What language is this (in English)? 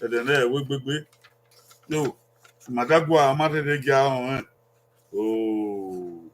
Bini